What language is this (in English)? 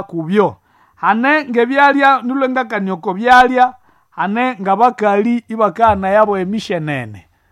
Nande